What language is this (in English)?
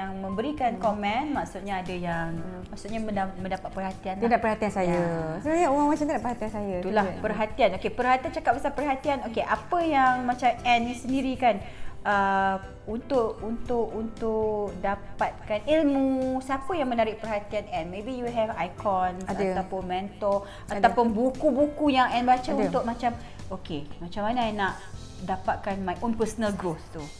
Malay